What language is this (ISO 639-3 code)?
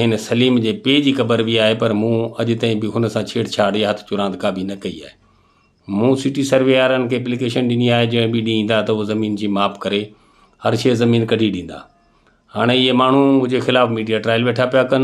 snd